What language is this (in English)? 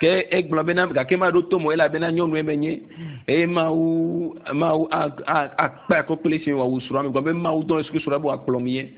Ewe